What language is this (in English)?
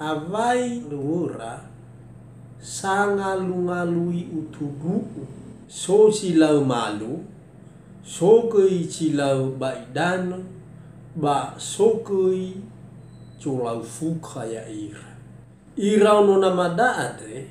Nias